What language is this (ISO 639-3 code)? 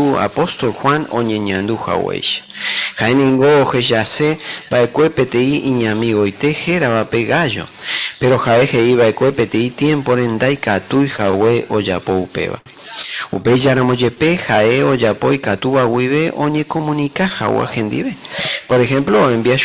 grn